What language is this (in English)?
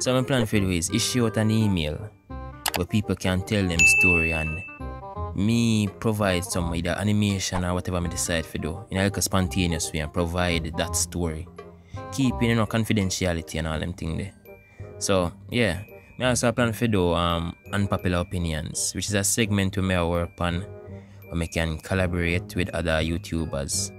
Jamaican Creole English